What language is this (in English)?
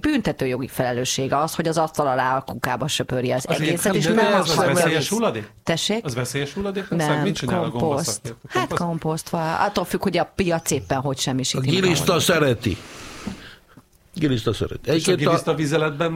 Hungarian